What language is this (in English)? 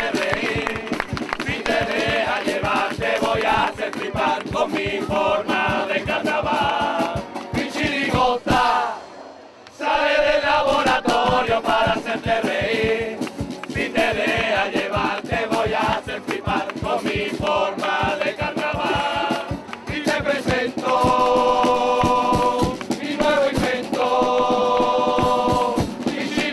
Spanish